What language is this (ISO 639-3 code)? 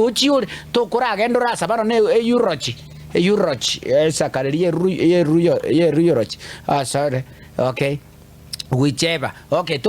guz